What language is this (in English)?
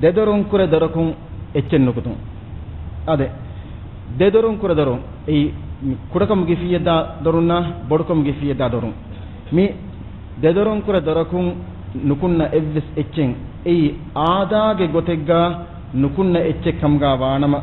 Divehi